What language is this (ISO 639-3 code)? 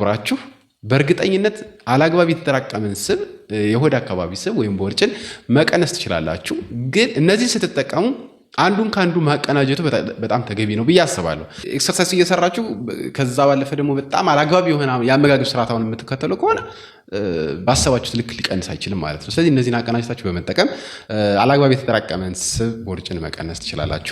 amh